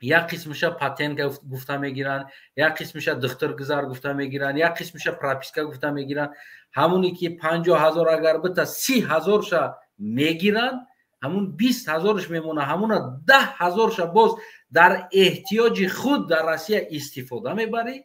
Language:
Tajik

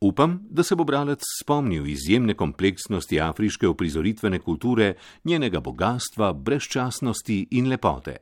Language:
Slovenian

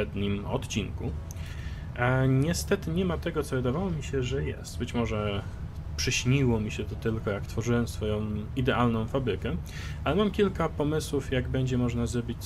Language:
Polish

